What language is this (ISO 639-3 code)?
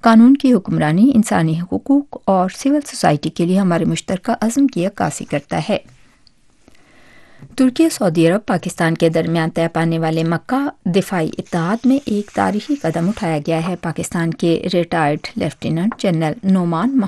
urd